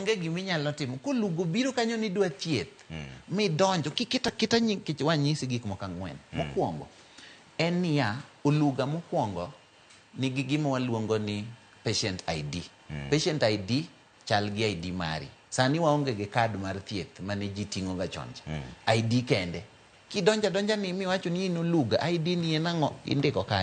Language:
Luo (Kenya and Tanzania)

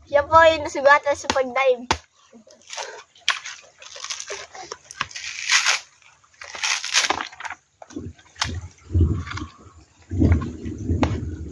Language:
Filipino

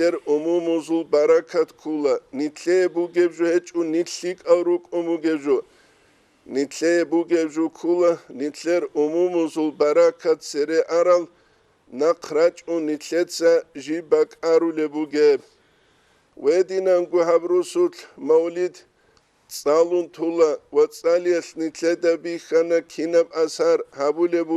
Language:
Avaric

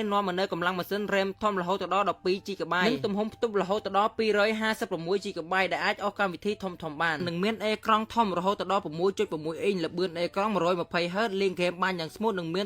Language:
Khmer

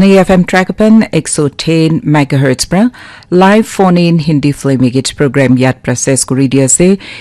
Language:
Naga Pidgin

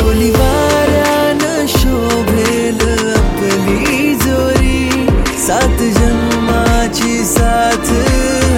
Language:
Marathi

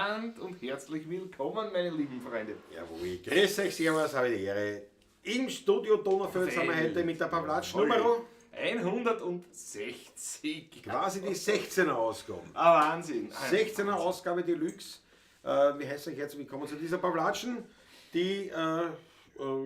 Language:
Bavarian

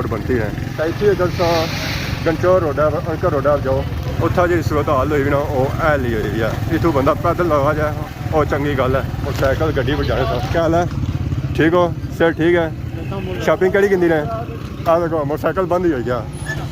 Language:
Pahari-Potwari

